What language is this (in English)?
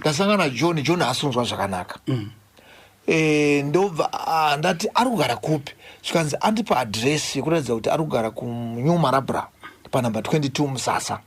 Shona